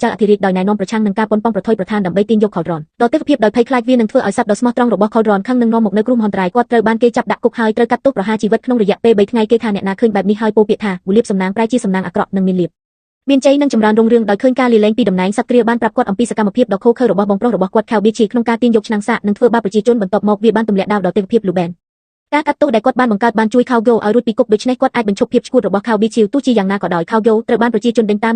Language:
Khmer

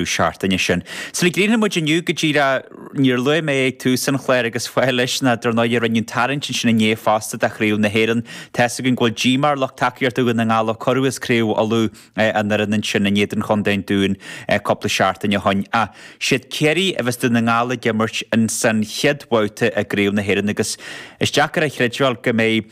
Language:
Irish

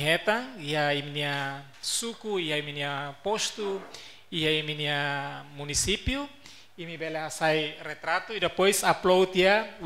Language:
Tetum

